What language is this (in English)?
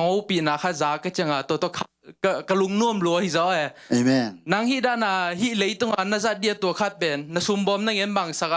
Tedim Chin